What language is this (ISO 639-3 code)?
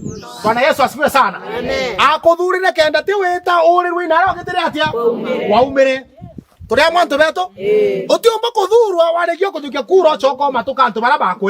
mer